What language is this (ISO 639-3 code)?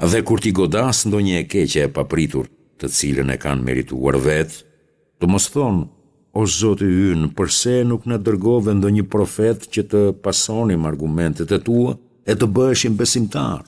sqi